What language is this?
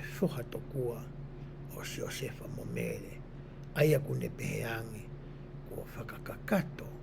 Tongan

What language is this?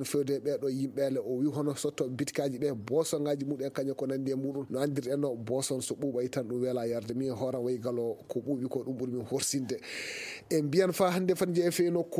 Fula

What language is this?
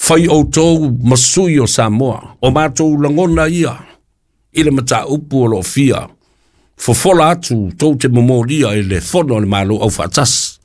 Samoan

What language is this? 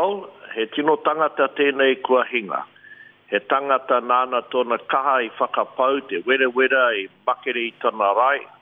Māori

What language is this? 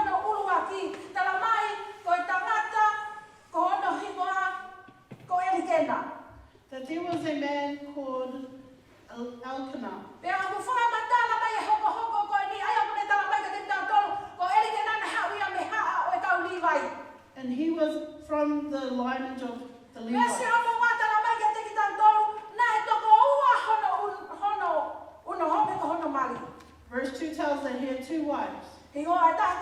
Tongan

